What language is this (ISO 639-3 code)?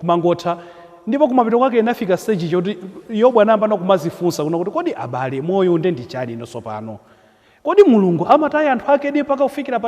nya